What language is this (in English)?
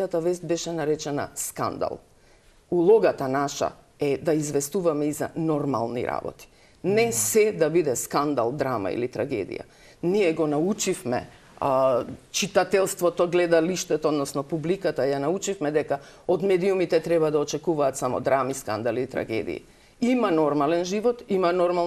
Macedonian